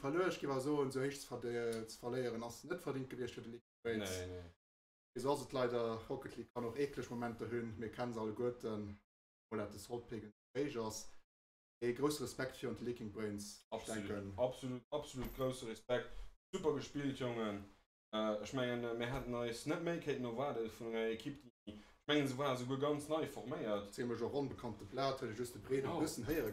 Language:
Luxembourgish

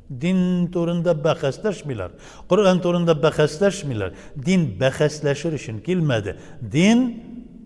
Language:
Tatar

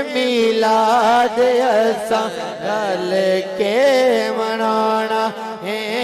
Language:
Hindi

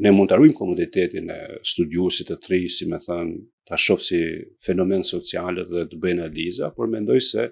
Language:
Albanian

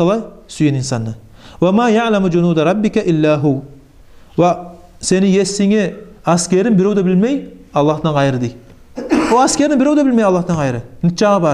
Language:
Kumyk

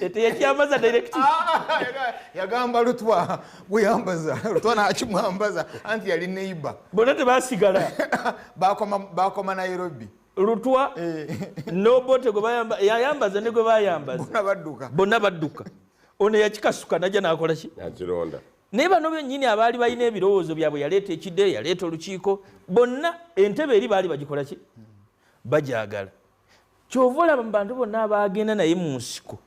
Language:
Ganda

